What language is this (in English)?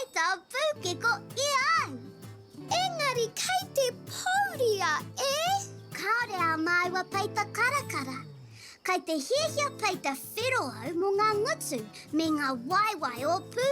Māori